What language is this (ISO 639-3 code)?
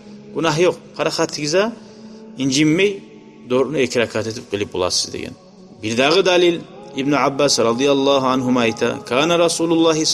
kum